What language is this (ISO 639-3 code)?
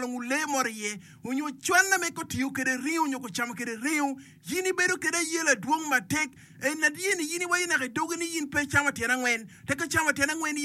ach